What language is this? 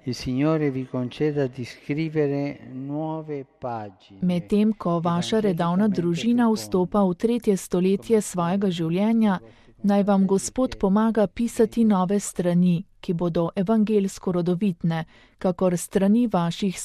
Slovenian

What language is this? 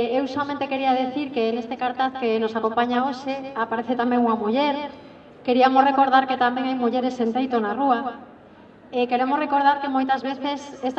Galician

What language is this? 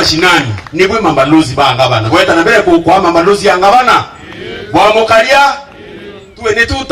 Meru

